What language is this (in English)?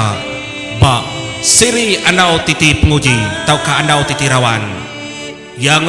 Iban